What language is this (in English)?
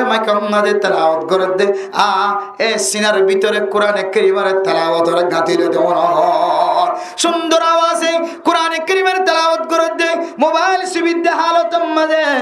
Rohingya